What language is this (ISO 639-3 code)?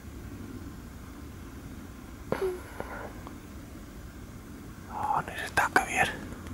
nld